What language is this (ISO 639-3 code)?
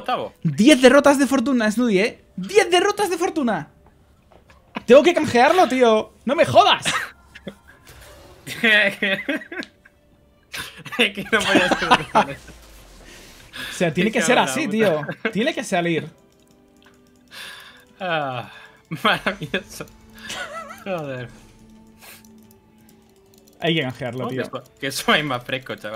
spa